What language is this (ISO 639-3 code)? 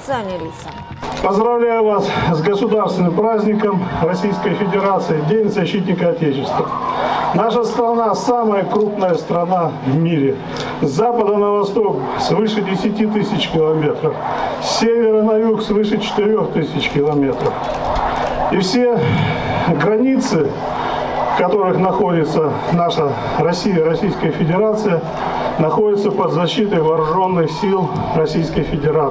rus